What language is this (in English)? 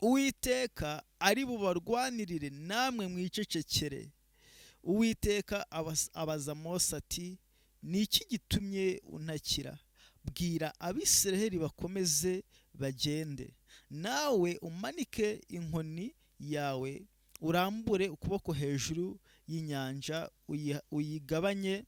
Kinyarwanda